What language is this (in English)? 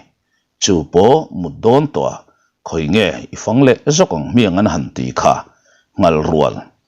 Mizo